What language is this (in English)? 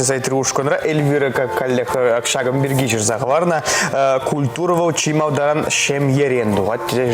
Chuvash